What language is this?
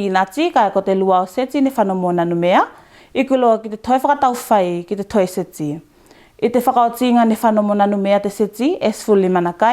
Tuvalu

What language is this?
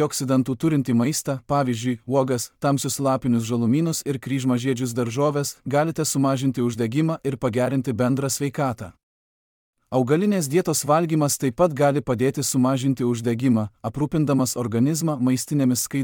Lithuanian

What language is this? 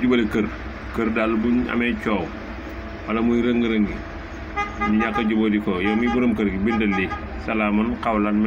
Wolof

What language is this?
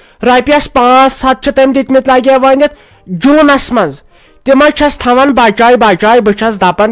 Kashmiri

